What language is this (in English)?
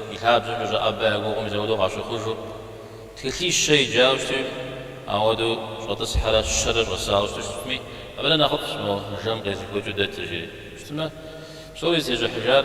Kabardian